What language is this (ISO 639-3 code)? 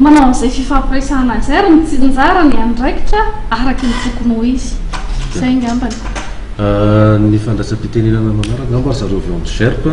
mlg